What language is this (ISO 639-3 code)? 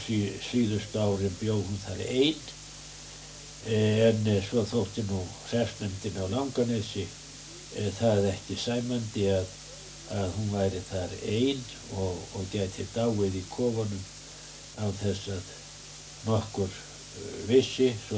isl